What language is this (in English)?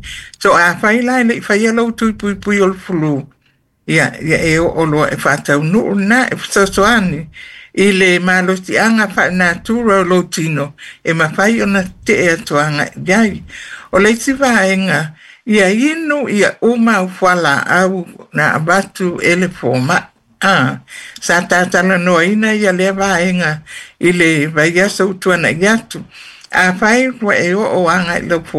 Samoan